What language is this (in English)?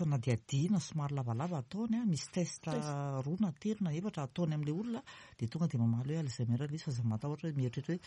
Malagasy